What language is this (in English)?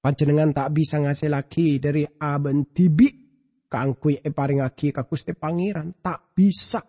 Madurese